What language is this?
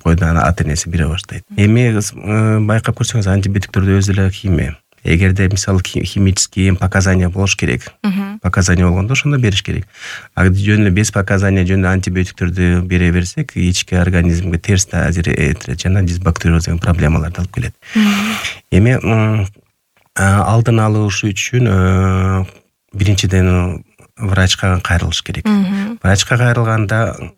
Kyrgyz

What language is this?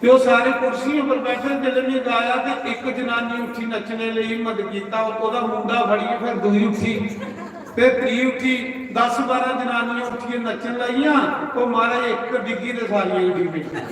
Dogri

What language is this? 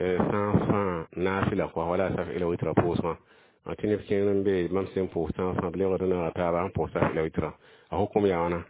Mossi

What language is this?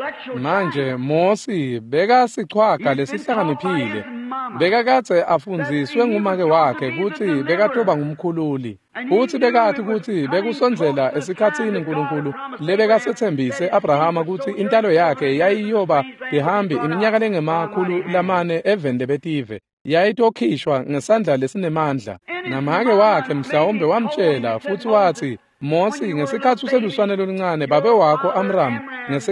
Swati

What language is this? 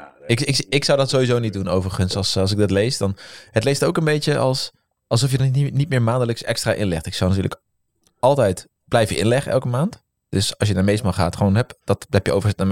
Dutch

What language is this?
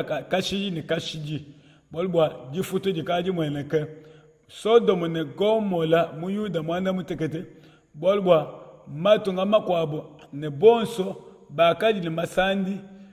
Luba-Lulua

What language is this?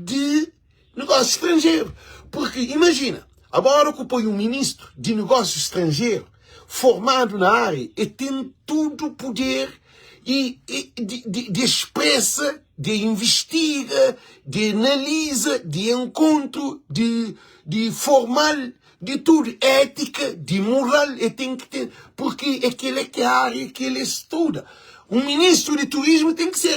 Kabuverdianu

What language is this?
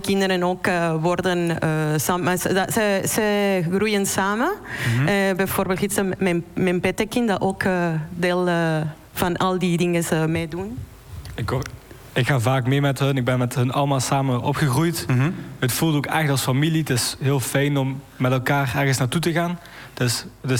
Dutch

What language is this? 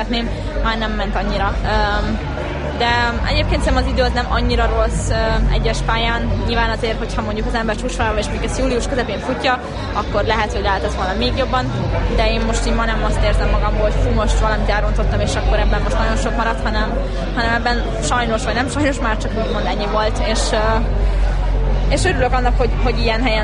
Hungarian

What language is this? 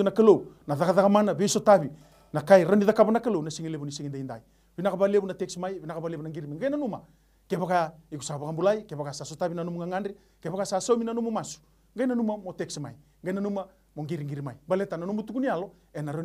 Fijian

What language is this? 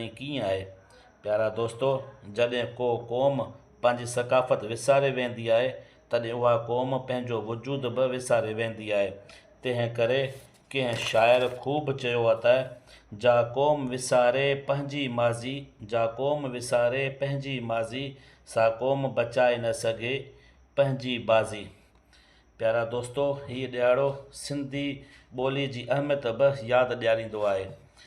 Sindhi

